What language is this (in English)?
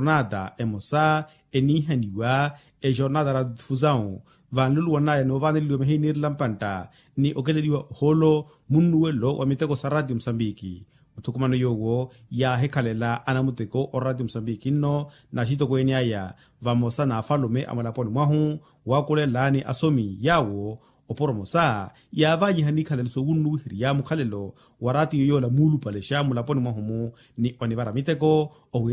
Makhuwa